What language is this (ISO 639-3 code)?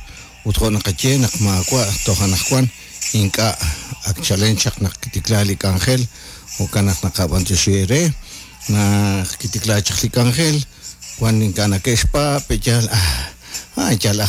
kek